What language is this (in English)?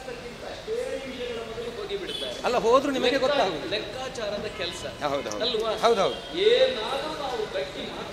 Kannada